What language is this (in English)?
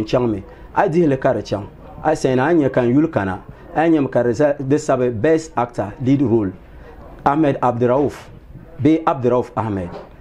Dagbani